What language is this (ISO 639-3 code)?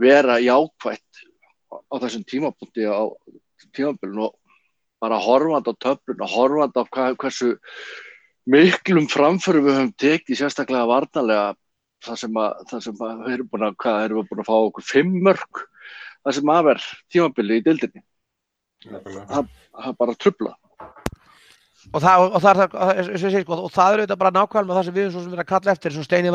isl